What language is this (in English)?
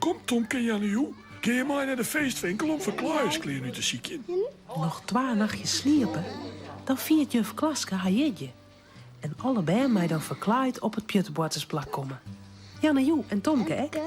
Western Frisian